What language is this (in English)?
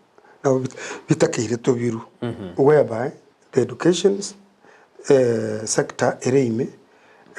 Gusii